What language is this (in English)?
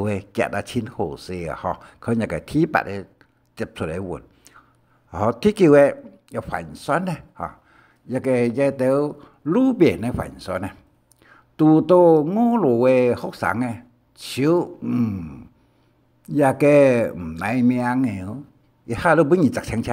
Hakka Chinese